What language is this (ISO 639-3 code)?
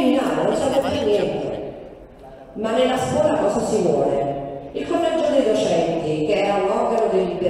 ita